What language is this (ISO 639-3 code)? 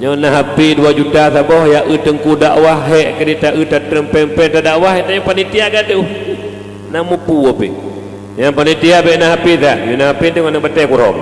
ace